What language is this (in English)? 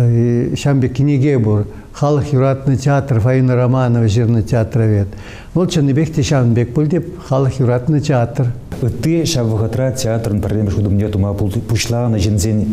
Chuvash